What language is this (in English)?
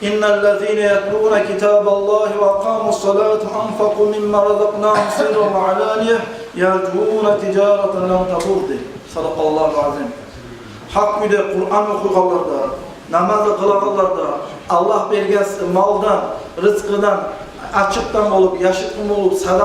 Kumyk